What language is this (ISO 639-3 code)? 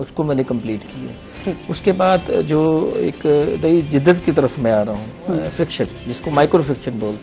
urd